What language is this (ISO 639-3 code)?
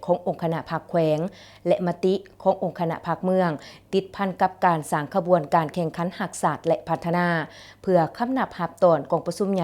lao